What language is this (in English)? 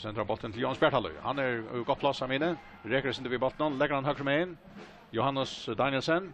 Faroese